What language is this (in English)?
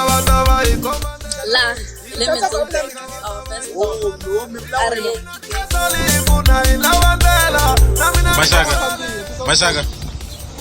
Tsonga